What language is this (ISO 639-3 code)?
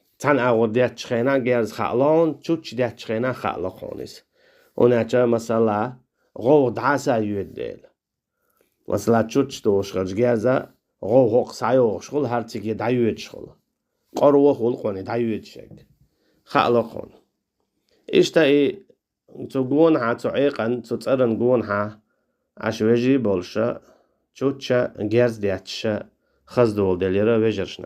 che